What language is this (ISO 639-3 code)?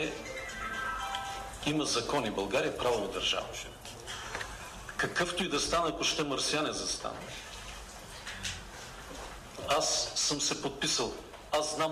bul